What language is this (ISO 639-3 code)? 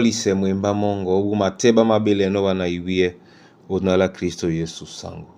dua